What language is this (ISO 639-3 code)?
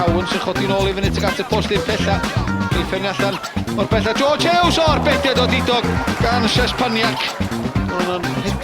cym